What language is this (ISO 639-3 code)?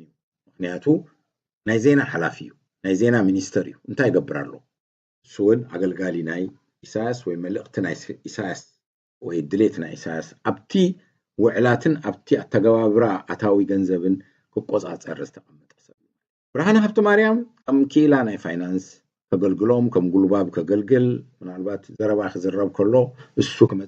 tir